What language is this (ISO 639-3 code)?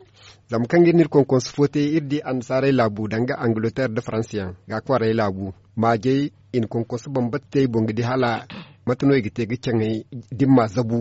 dje